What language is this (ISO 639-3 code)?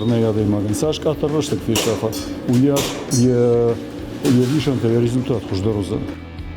oss